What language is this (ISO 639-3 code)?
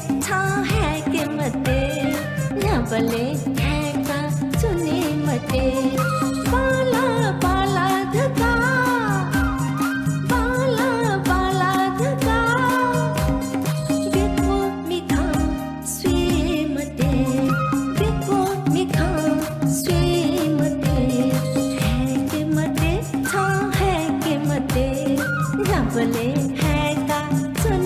new